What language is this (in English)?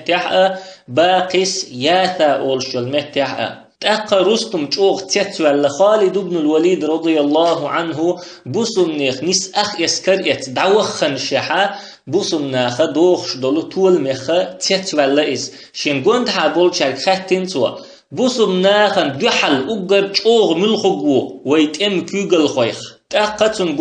Chechen